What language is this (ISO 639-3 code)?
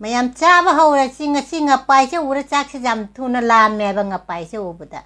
mni